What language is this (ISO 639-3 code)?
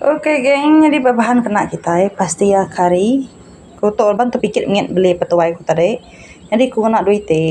iba